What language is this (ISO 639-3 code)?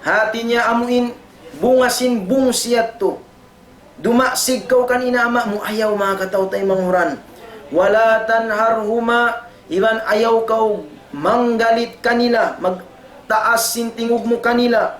tsg